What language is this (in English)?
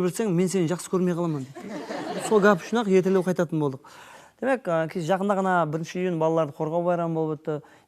Kara-Kalpak